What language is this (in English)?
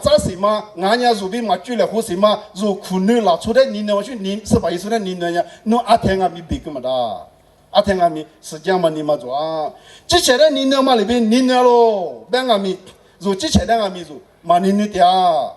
Lisu